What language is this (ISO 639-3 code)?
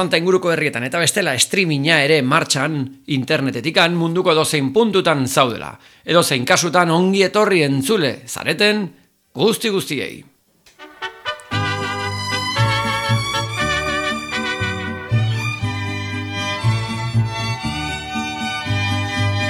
eus